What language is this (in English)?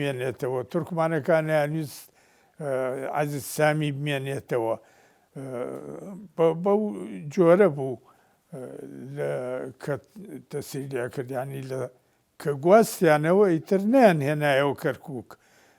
Central Kurdish